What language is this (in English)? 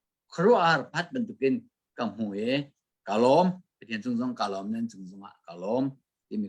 Hakha Chin